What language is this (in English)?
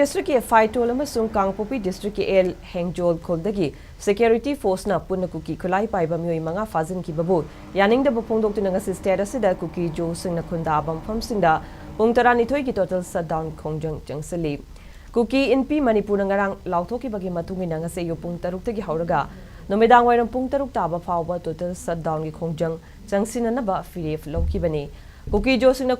Manipuri